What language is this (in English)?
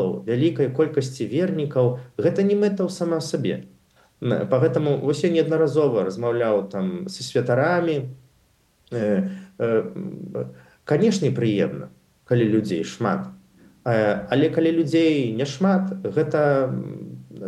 Belarusian